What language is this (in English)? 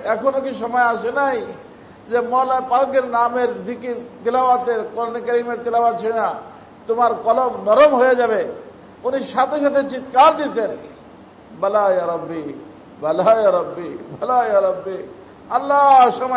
Bangla